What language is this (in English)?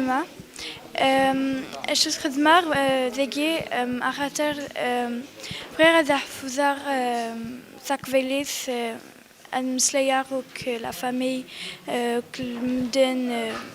Kabyle